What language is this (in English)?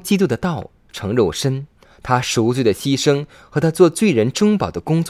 Chinese